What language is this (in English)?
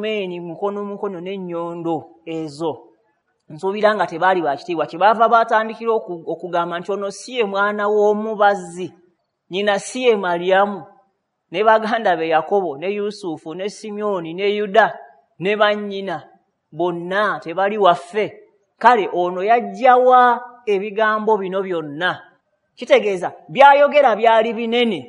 Ganda